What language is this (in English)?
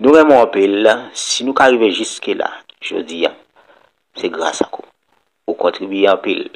Haitian Creole